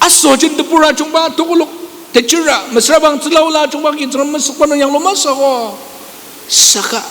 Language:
Ao Naga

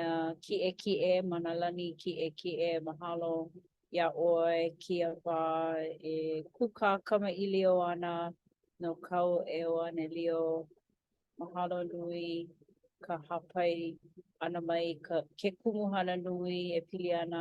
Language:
Hawaiian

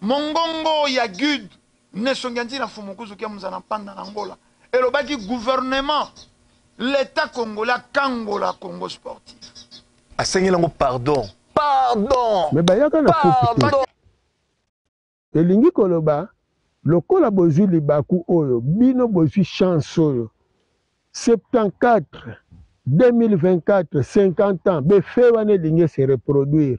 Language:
Lingala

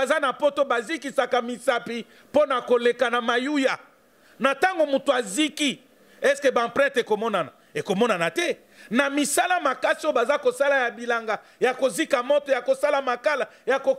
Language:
Lingala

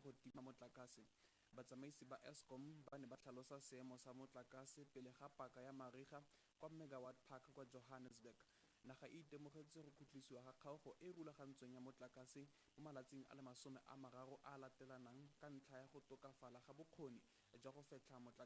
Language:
Tswana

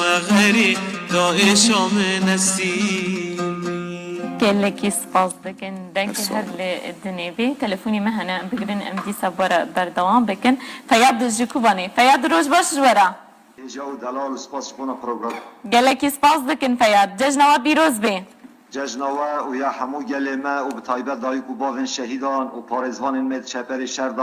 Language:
Kurdish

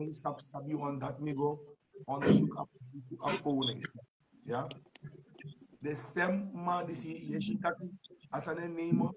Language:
Dutch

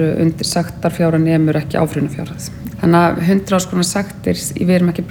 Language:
Icelandic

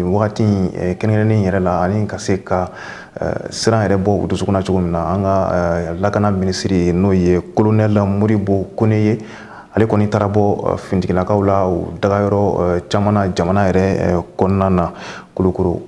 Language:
Bambara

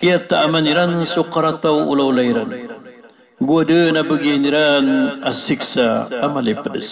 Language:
Maranao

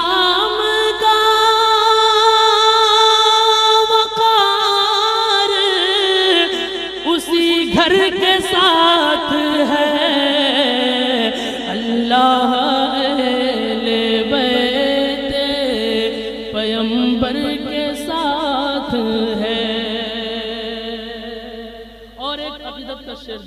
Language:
Urdu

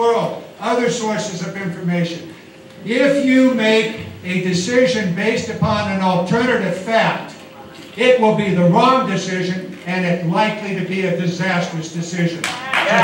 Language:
English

